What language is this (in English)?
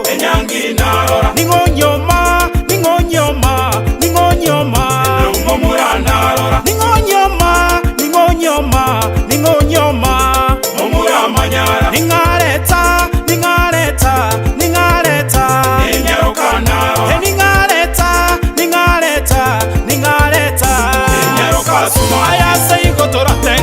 Gusii